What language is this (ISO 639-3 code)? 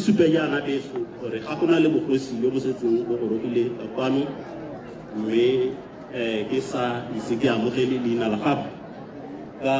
tsn